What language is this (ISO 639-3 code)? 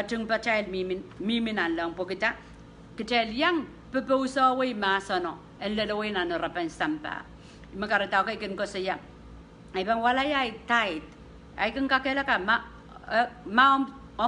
pon